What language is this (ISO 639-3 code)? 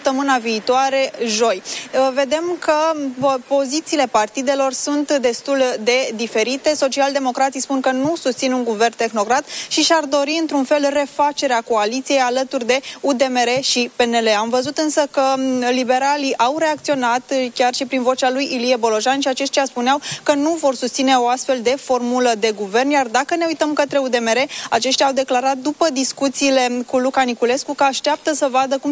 ron